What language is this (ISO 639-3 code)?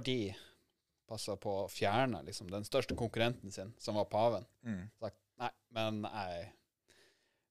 nor